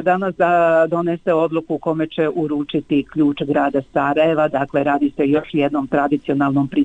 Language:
Bosnian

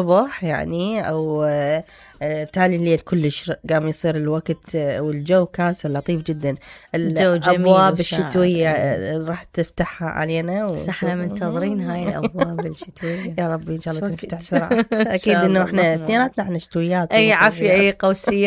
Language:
Mesopotamian Arabic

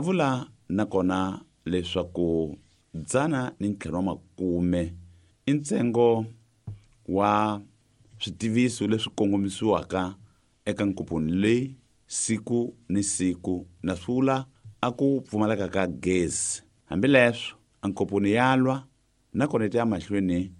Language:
Tsonga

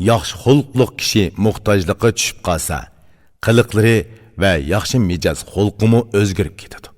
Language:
Uyghur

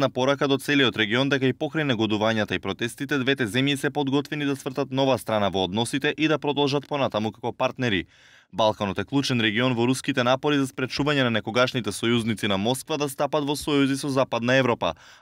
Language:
Macedonian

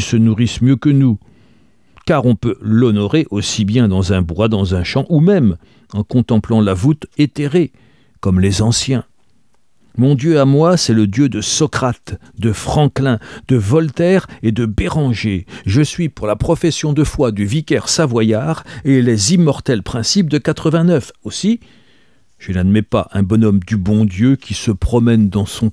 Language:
French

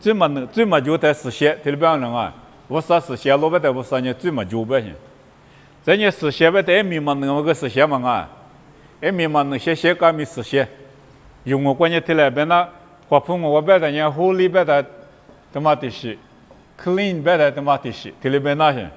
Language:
Lisu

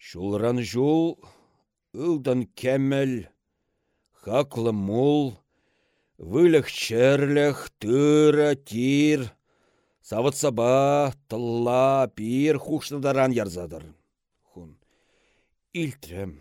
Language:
Chuvash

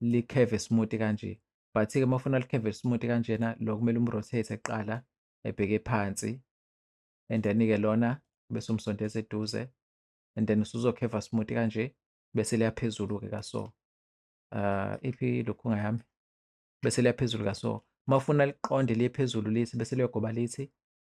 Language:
Zulu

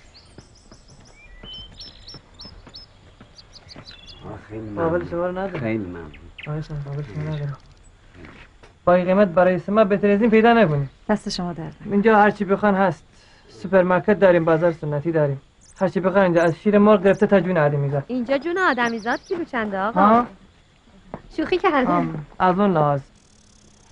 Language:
Persian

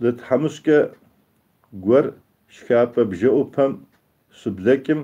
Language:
Kabardian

